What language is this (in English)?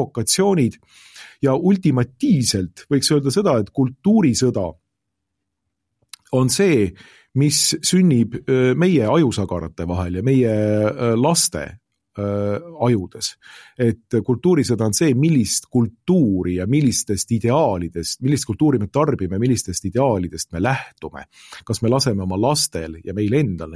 Estonian